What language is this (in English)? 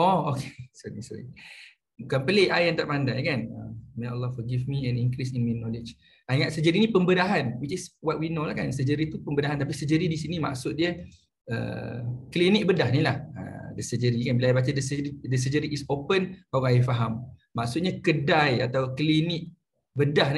Malay